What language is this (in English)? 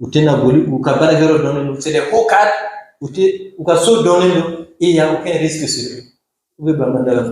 Bambara